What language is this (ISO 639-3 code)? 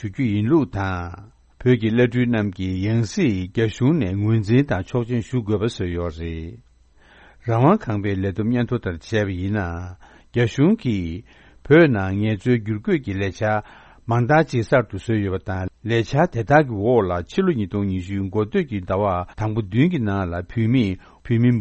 bod